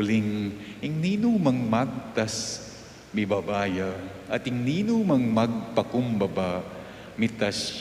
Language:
Pampanga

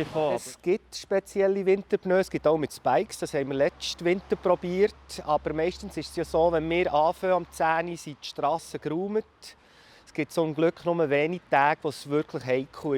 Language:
Swiss German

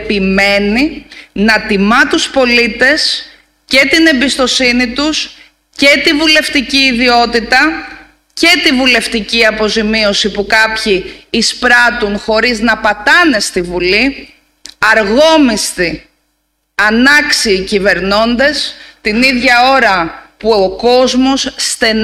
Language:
Greek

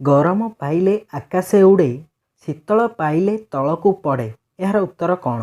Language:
Odia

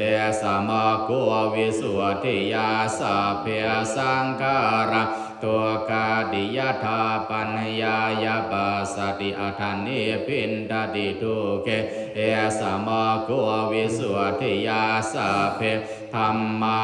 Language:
Pali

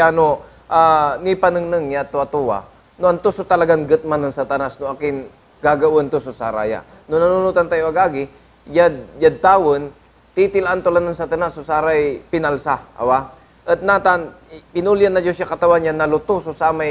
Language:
Pangasinan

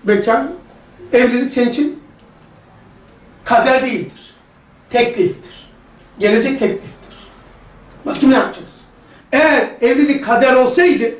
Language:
Turkish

